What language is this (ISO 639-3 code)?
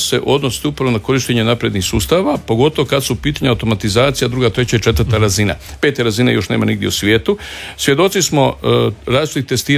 hrv